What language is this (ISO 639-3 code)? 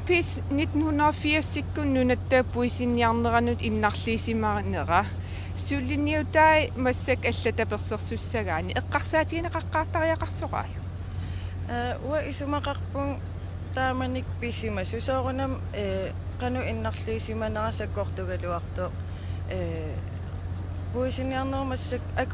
kal